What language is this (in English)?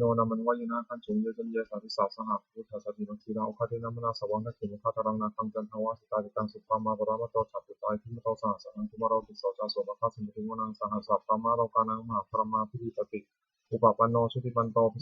Pali